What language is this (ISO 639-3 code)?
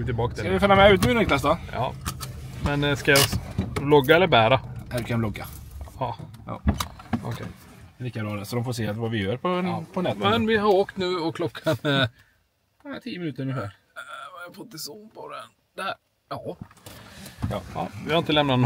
swe